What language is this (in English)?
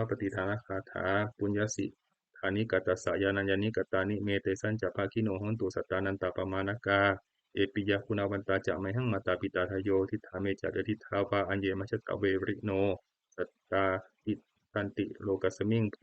Pali